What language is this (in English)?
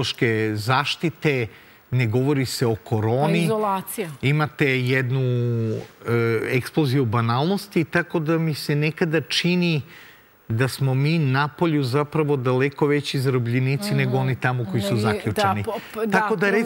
Serbian